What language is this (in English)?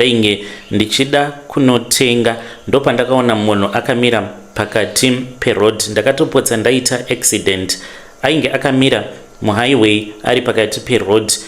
Shona